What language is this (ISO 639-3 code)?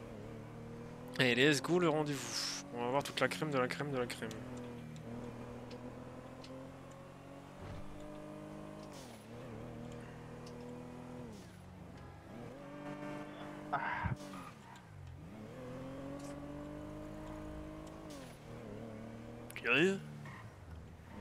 fra